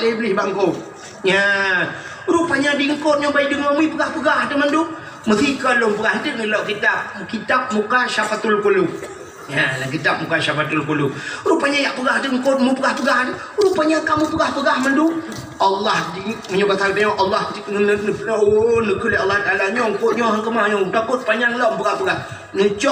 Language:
Achinese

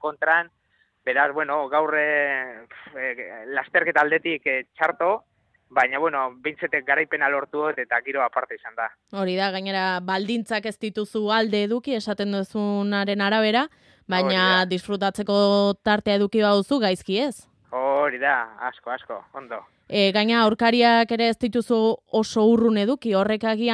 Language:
Basque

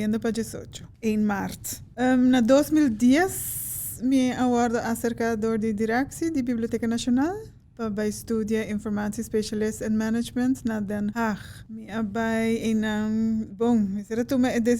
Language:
Papiamento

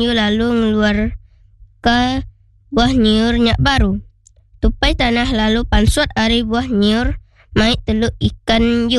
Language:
Iban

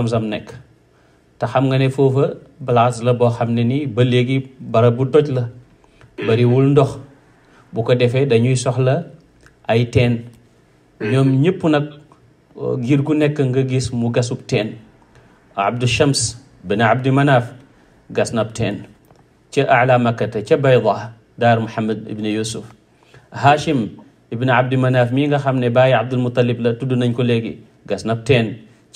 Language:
Wolof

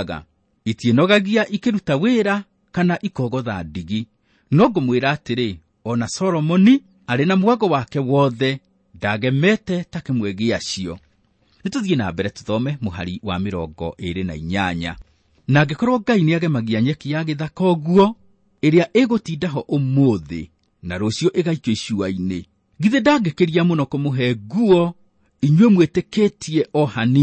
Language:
Kikuyu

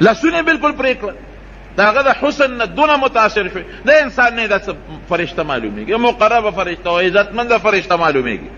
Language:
Pashto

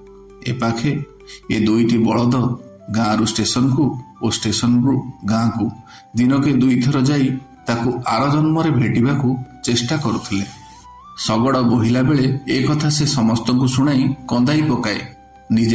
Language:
Odia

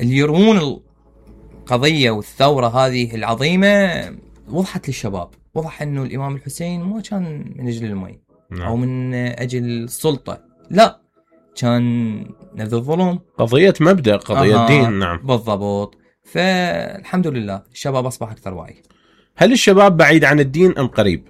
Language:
Mesopotamian Arabic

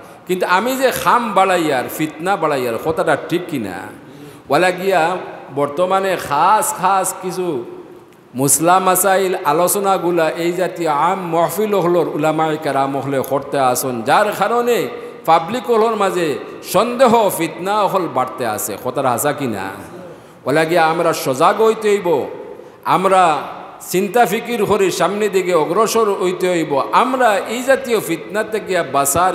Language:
Sylheti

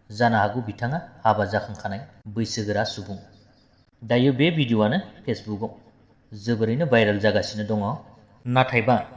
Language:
Bodo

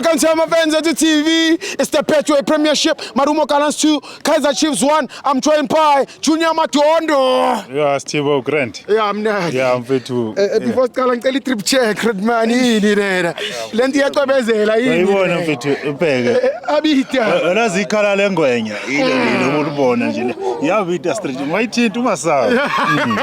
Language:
Zulu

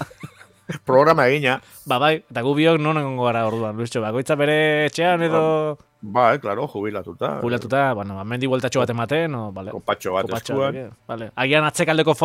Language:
Basque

